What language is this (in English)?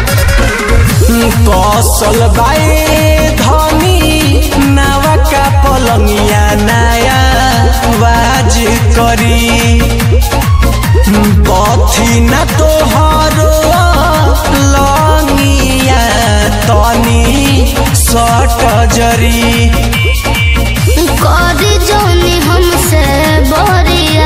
Bhojpuri